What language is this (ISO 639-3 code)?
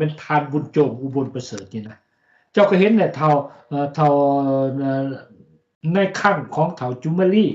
lao